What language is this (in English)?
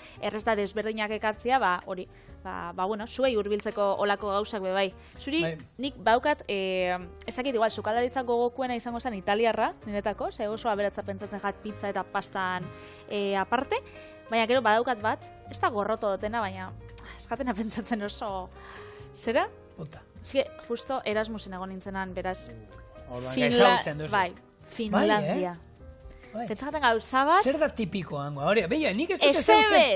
Basque